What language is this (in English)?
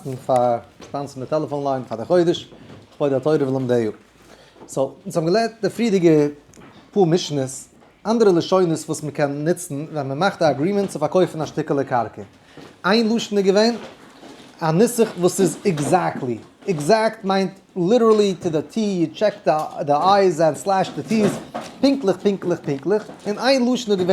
Yiddish